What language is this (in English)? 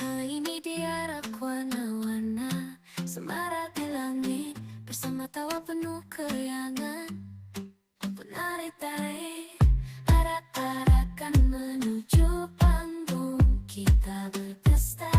Banjar